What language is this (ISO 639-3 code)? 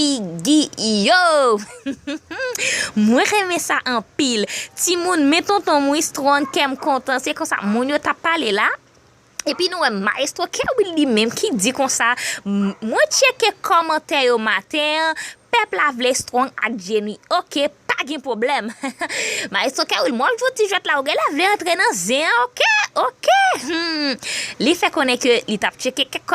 hat